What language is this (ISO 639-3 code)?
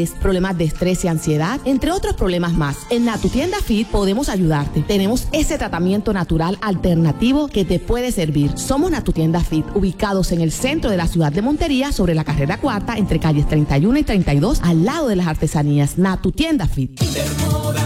spa